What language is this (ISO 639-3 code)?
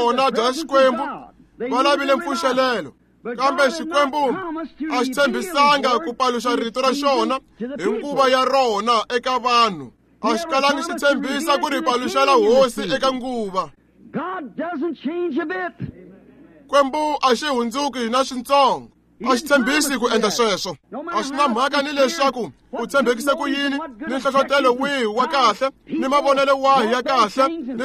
tso